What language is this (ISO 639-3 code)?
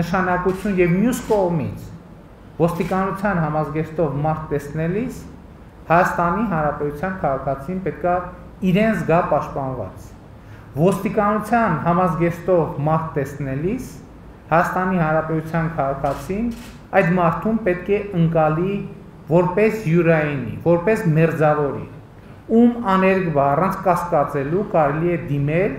hye